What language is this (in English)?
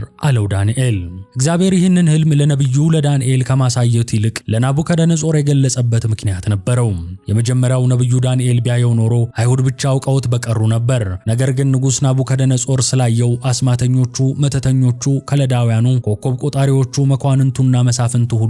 Amharic